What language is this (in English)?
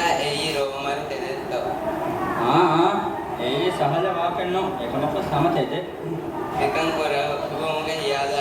Divehi